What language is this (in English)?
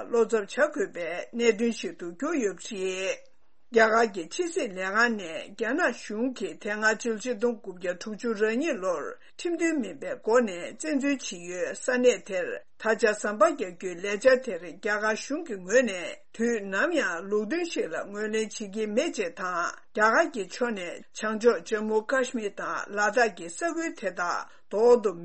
Tibetan